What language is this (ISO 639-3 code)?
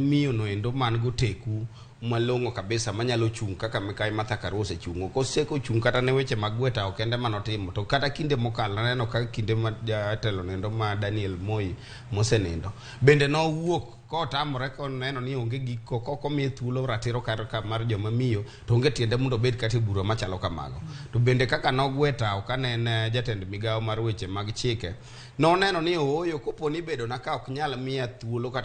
luo